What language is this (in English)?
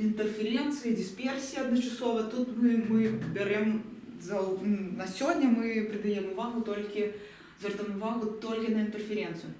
Belarusian